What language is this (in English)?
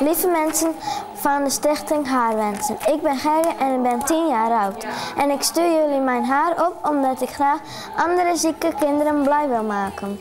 Western Frisian